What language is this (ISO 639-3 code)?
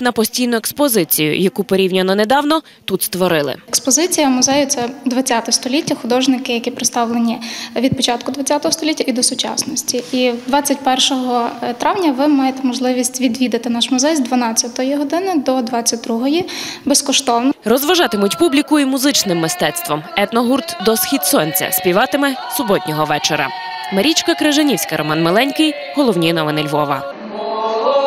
ukr